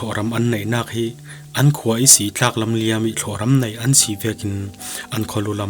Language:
Falam Chin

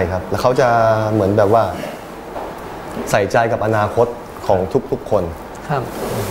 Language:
Thai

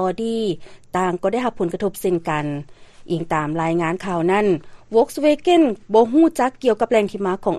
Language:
Lao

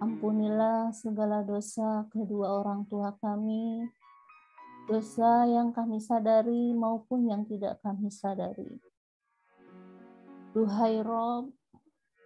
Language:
Indonesian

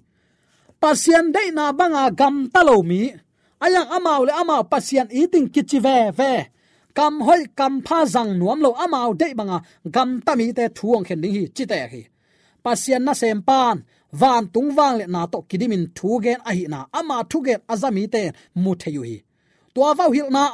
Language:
Tedim Chin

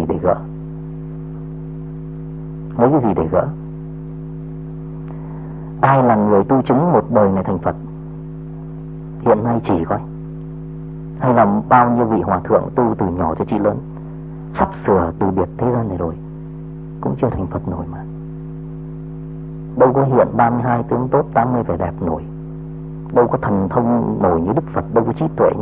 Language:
Vietnamese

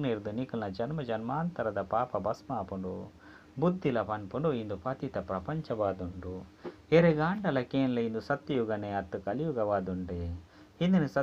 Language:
Tulu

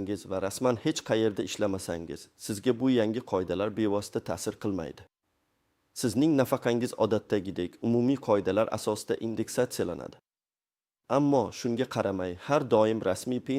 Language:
Uzbek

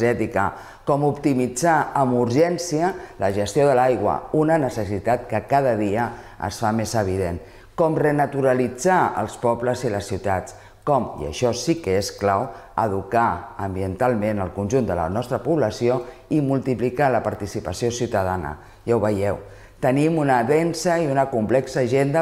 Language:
Catalan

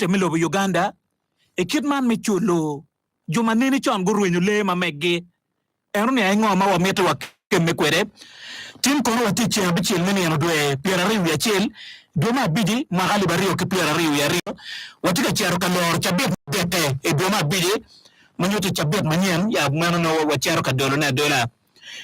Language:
Acoli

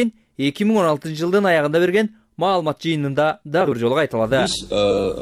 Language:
Kyrgyz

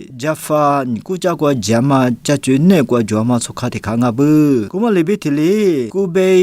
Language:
Lisu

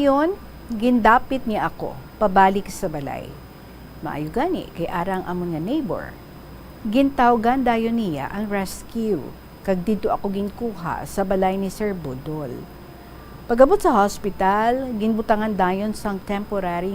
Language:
Hiligaynon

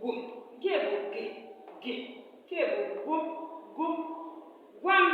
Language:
Igbo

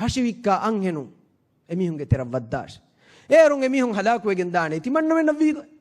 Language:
Divehi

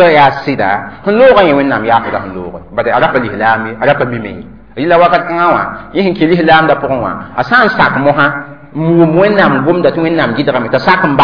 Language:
Mossi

